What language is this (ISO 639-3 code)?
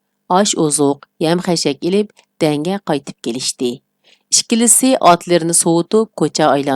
uig